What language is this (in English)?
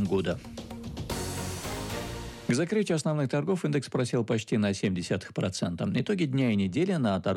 Russian